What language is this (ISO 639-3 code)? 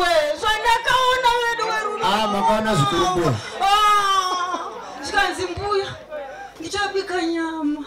sna